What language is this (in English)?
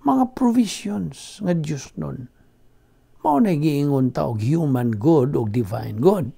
Cebuano